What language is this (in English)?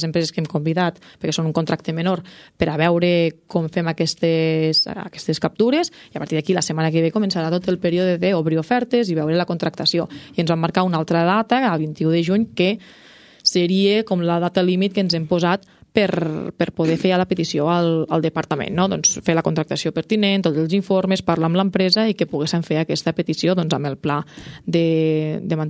Catalan